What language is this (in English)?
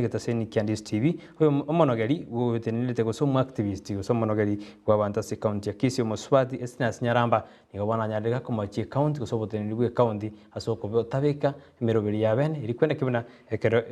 Gusii